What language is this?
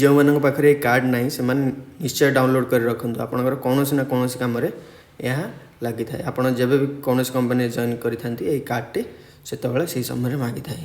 Odia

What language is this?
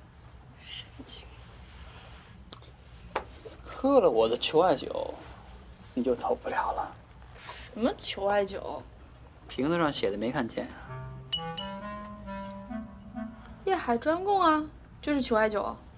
Chinese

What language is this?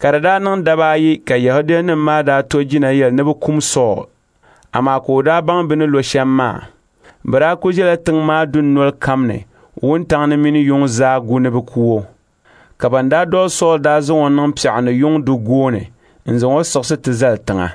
Dagbani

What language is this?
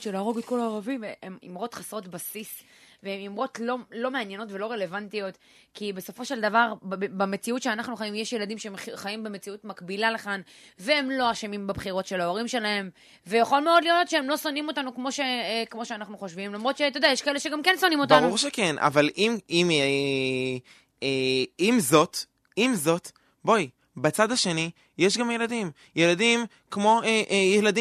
Hebrew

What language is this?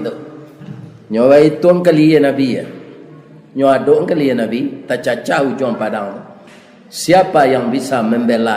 Minangkabau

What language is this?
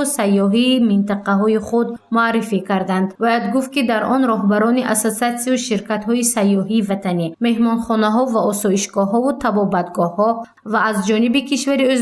Tajik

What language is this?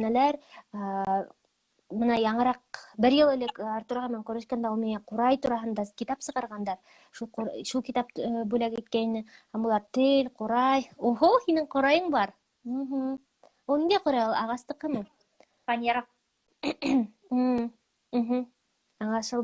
Bashkir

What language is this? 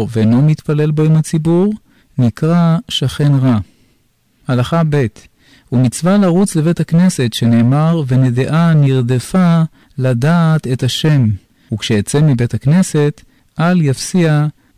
Hebrew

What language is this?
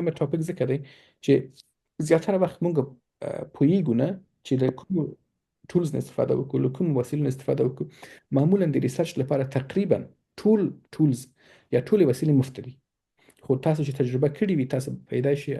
Pashto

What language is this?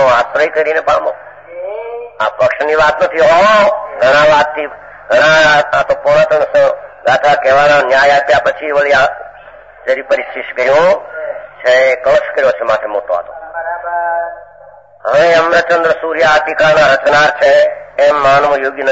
Gujarati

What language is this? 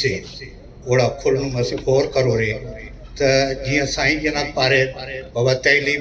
Brahui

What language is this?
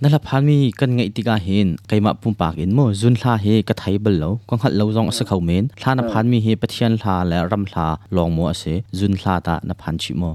Hakha Chin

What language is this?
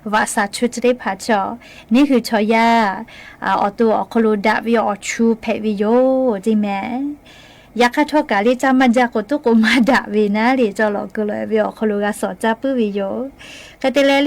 Lahu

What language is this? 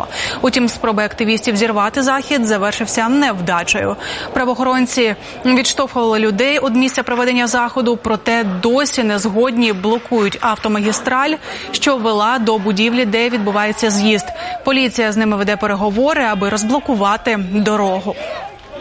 Ukrainian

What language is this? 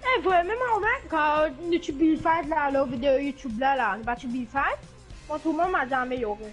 Morisyen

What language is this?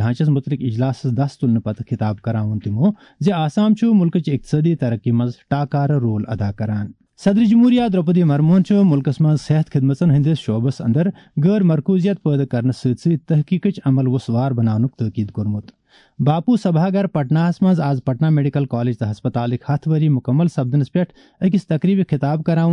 Kashmiri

